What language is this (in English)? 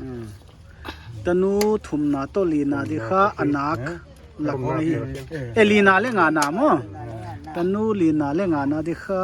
Paite Chin